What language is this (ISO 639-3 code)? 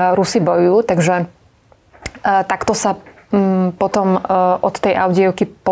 slk